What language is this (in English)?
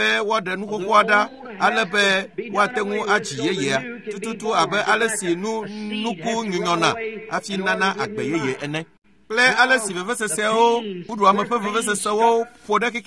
Ewe